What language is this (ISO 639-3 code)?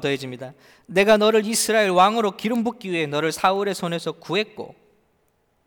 kor